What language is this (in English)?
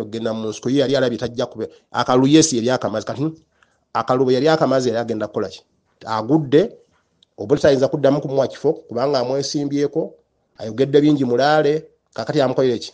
Ganda